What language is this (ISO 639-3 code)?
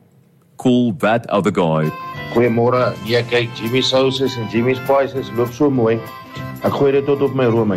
afr